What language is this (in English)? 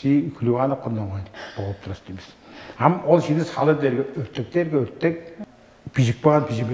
Tuvinian